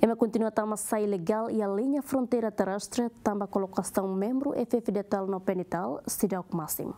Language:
Tetum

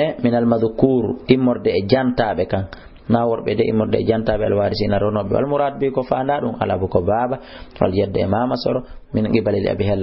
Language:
Fula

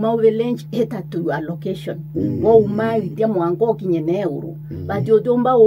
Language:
Meru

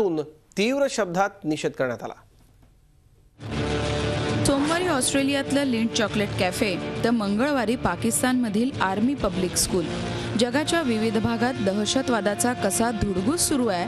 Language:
Marathi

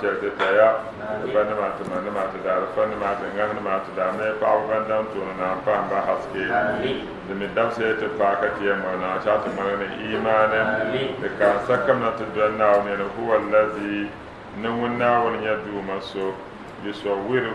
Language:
Dagbani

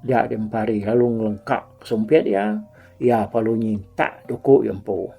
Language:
Iban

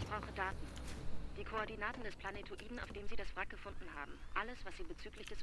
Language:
Bavarian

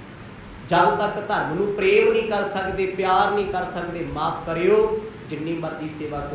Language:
Punjabi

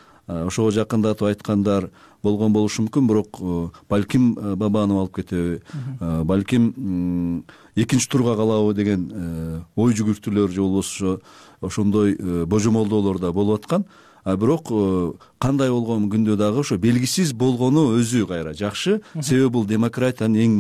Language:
Kyrgyz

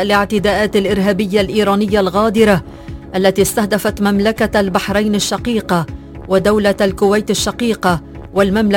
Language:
Arabic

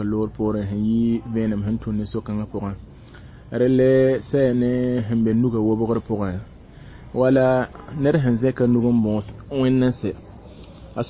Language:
Mossi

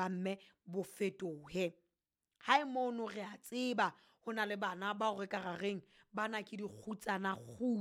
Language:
Southern Sotho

